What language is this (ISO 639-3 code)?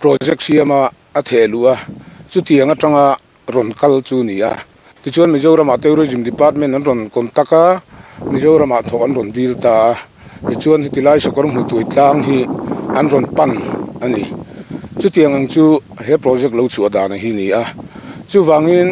lus